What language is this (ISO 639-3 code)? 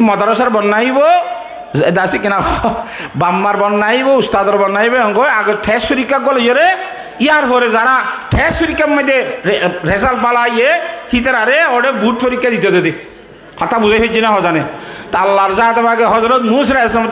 rhg